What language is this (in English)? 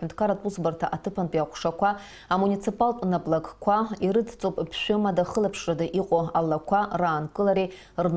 Abkhazian